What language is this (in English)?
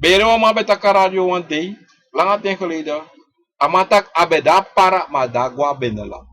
Sranan Tongo